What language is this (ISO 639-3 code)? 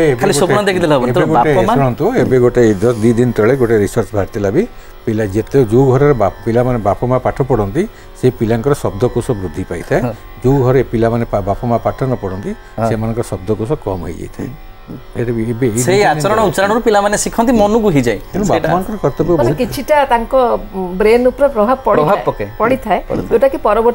ori